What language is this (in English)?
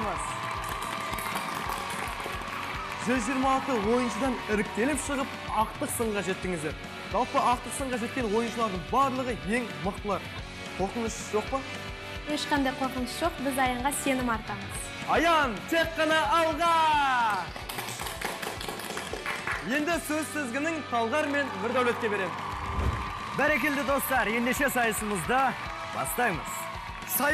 Kazakh